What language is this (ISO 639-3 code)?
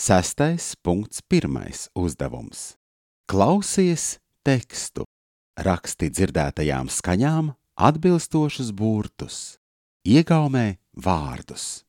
lav